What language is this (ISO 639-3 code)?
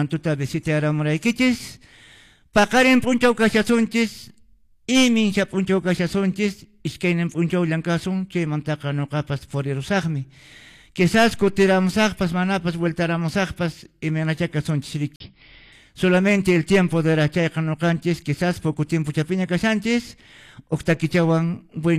que